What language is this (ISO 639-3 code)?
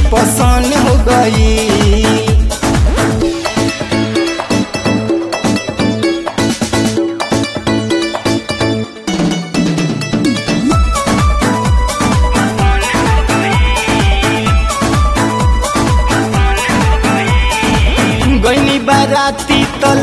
bho